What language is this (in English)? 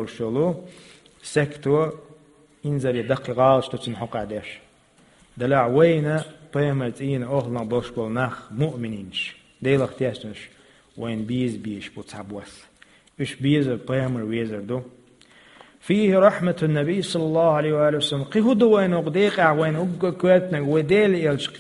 Chechen